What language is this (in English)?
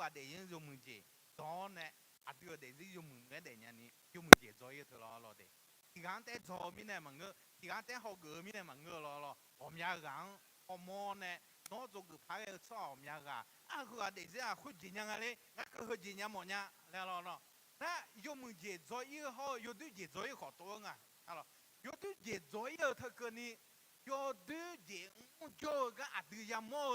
Akha